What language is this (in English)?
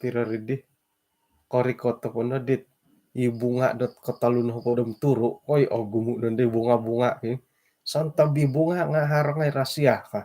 Central Dusun